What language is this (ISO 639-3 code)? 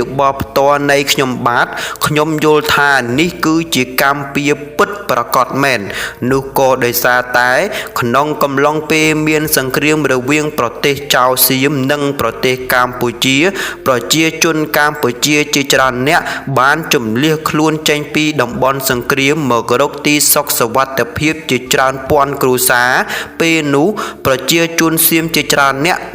khm